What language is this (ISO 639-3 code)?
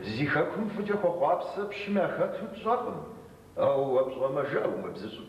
kbd